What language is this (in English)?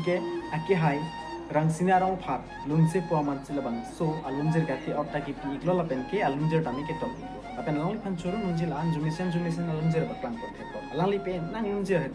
Karbi